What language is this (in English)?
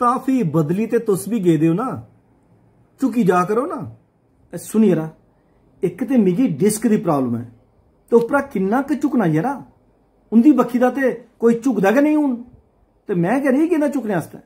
Dogri